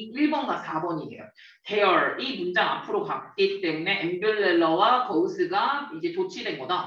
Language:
Korean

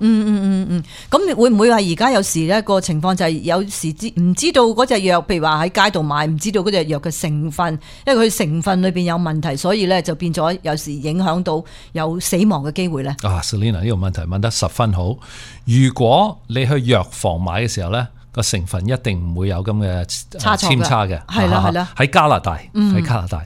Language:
Cantonese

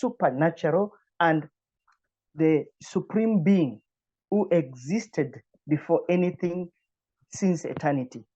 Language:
English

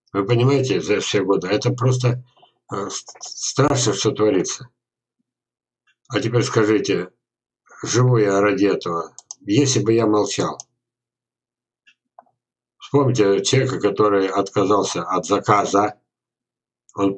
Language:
Russian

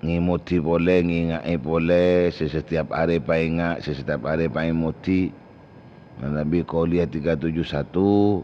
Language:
Madurese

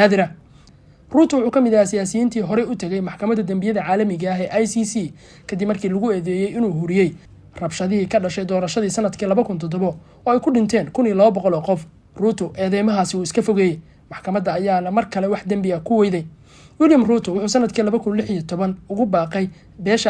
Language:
Somali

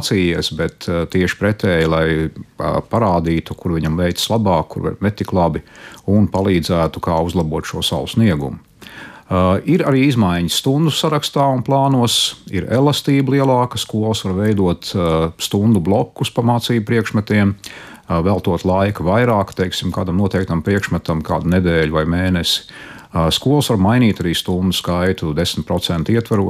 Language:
Latvian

